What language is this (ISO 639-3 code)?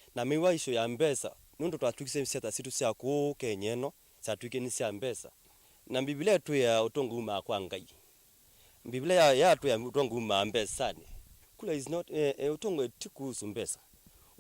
kam